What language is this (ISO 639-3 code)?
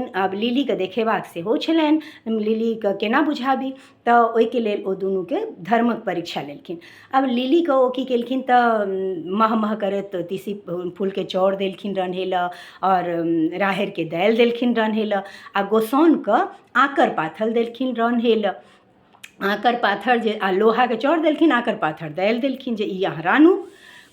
mai